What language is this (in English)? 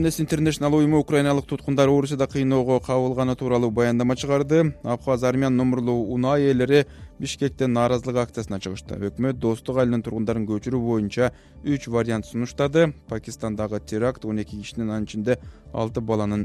Kyrgyz